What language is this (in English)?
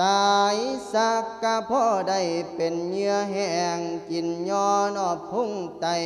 Lao